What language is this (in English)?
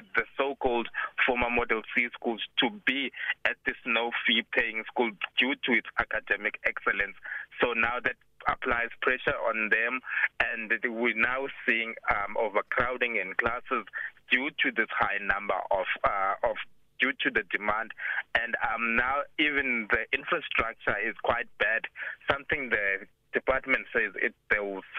English